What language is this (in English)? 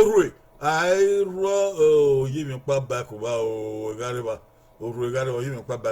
Bini